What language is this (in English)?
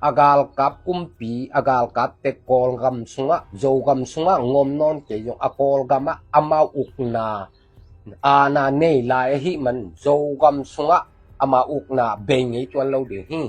Tedim Chin